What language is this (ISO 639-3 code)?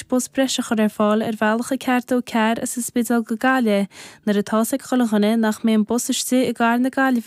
gle